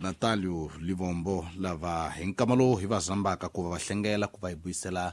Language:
Tsonga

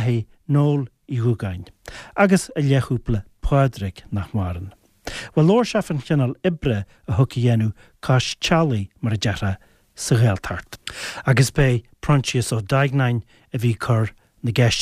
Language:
Irish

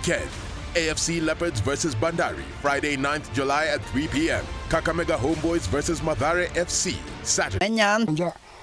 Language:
Meru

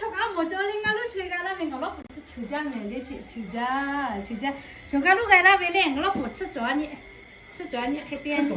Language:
Lahu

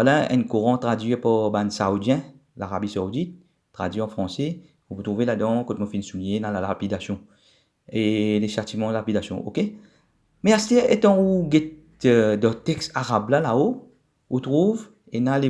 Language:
Morisyen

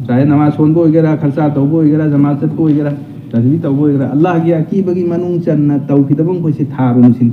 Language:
Manipuri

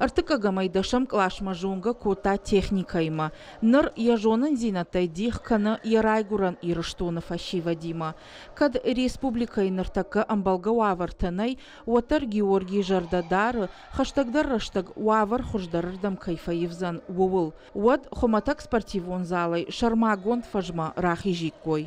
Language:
Ossetic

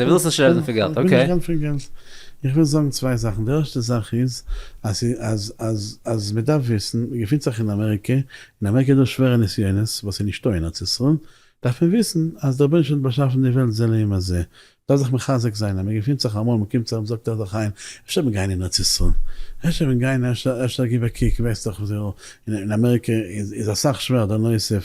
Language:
Yiddish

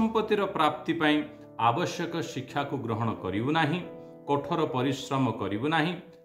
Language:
Odia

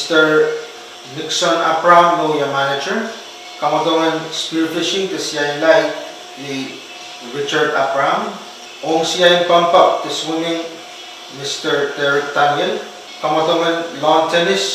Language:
Pohnpeian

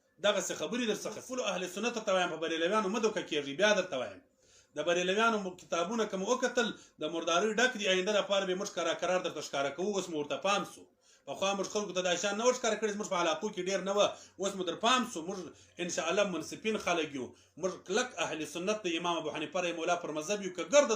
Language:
Pashto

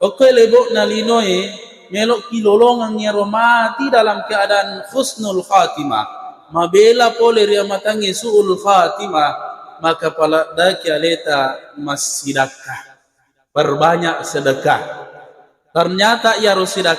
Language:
Buginese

